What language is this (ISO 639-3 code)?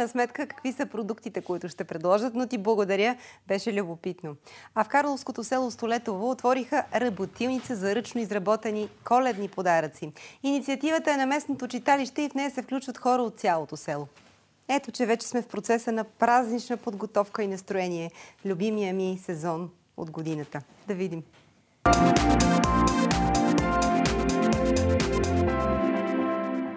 bul